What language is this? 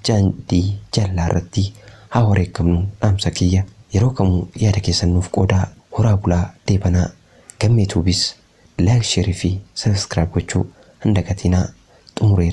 Oromo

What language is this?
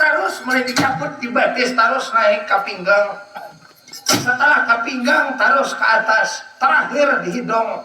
Banjar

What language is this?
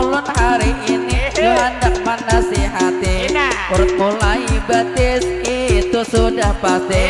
Banjar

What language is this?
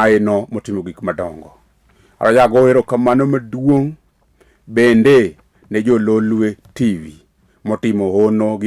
Luo (Kenya and Tanzania)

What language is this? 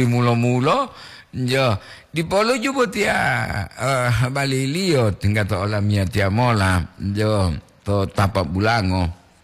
Gorontalo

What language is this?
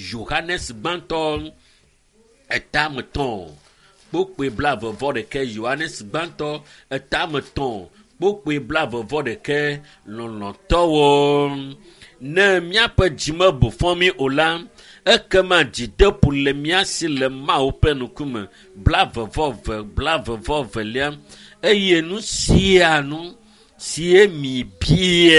Ewe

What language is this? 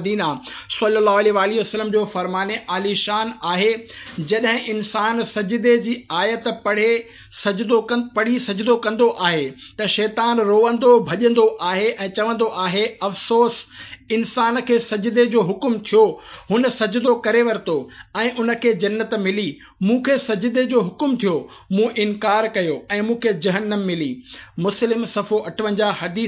Sindhi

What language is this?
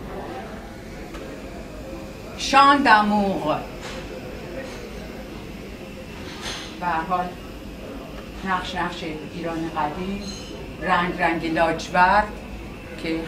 Persian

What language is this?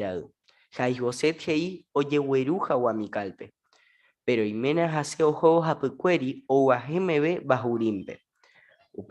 Guarani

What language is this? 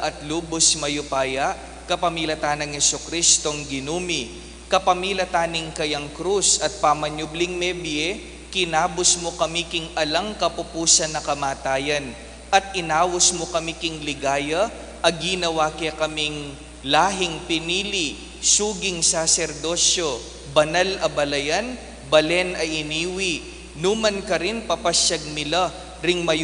Pampanga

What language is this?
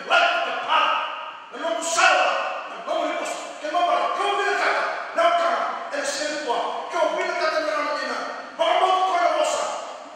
Fijian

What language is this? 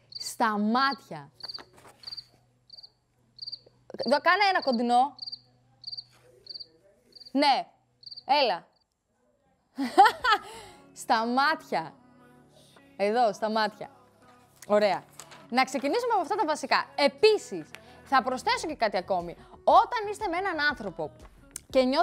Greek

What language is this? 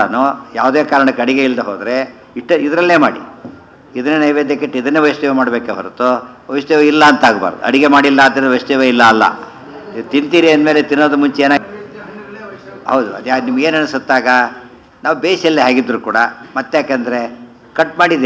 Kannada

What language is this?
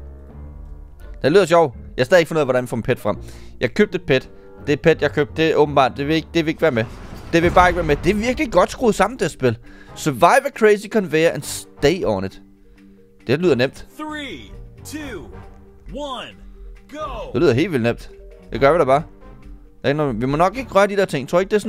Danish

